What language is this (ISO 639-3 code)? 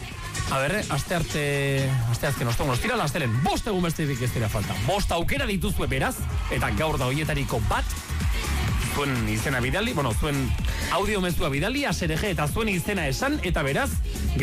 eus